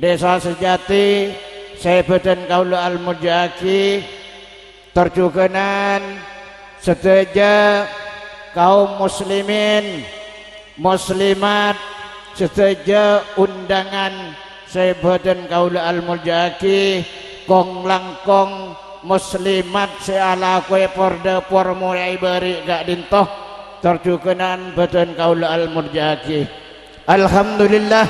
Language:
Madurese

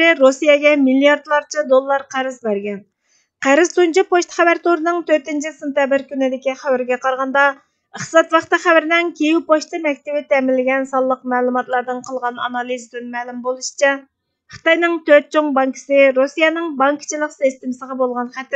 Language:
Uyghur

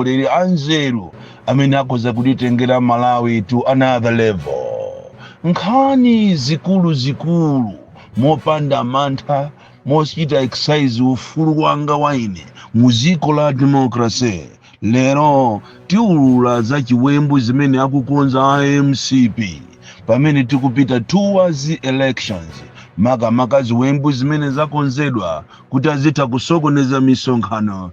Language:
Nyanja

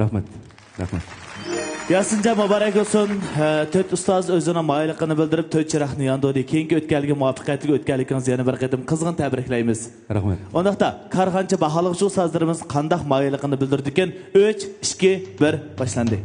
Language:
Uyghur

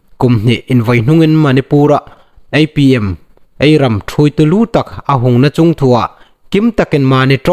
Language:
Hmar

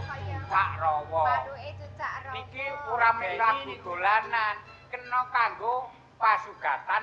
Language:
Javanese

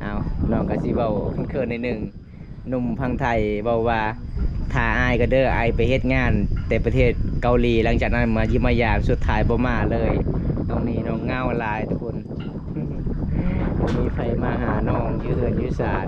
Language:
Lao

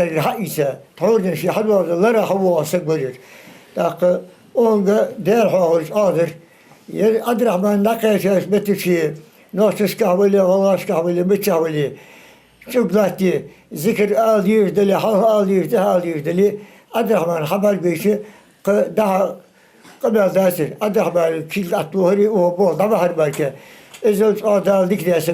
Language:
Ingush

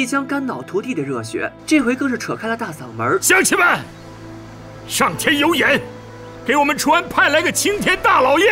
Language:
Chinese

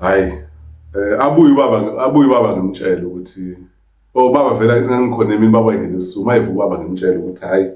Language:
Zulu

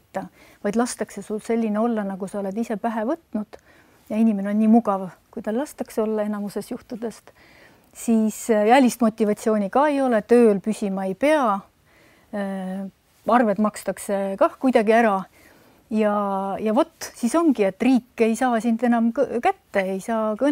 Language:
Estonian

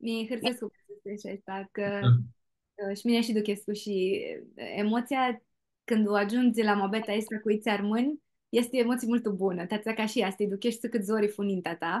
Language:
Aromanian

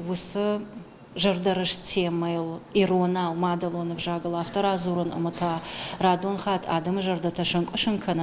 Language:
Ossetic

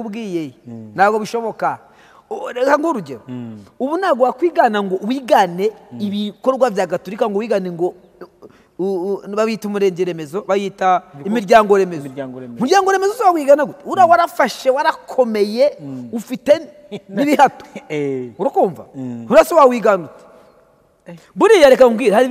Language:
Kinyarwanda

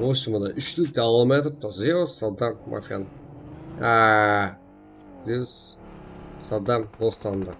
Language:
Kara-Kalpak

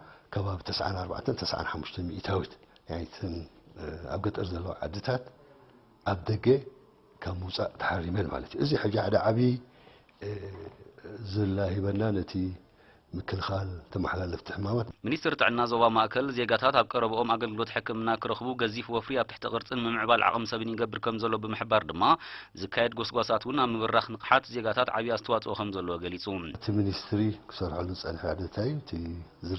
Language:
Tigrinya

